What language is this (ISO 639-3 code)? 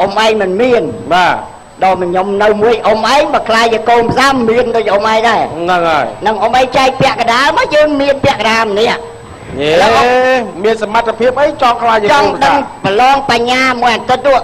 khm